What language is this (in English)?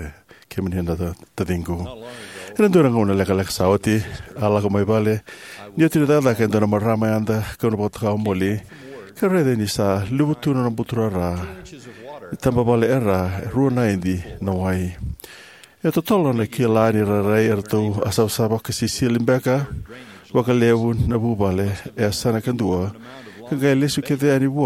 Fijian